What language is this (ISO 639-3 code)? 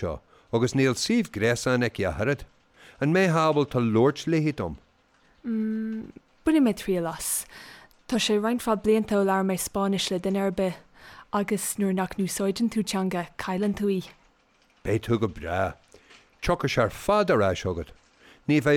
gle